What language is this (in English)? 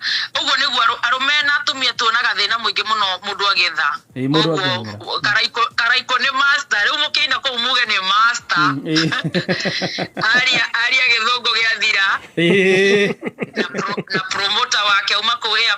Kikuyu